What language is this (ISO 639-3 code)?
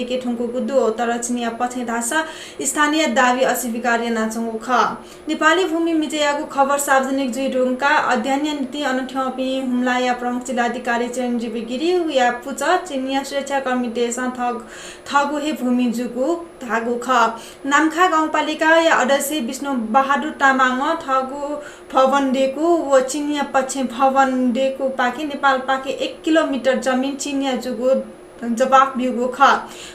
new